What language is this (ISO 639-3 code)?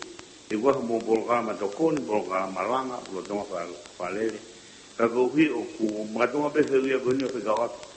ton